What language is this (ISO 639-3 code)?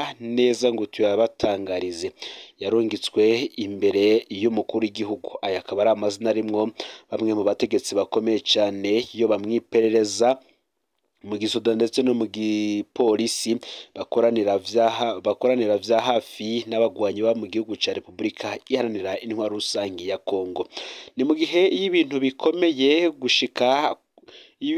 run